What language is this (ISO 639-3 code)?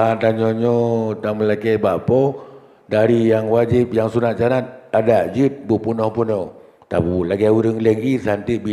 ace